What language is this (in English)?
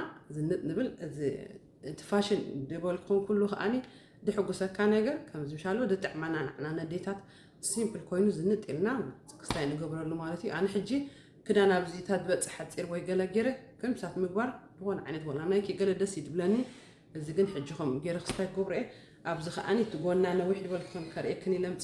Tigrinya